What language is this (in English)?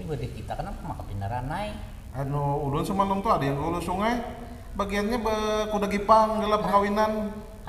Banjar